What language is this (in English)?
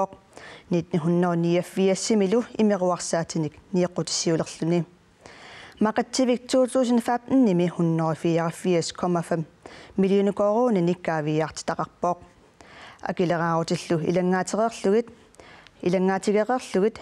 Kalaallisut